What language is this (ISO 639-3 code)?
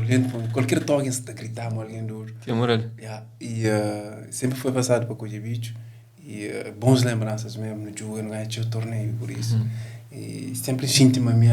kea